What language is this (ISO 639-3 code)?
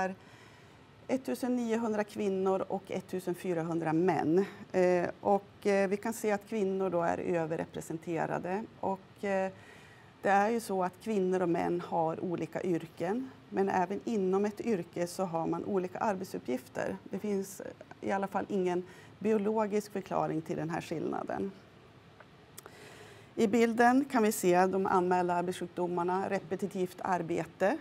swe